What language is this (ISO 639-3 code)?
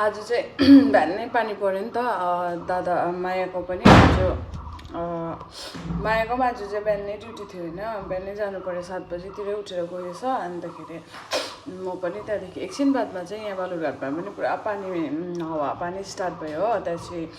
nep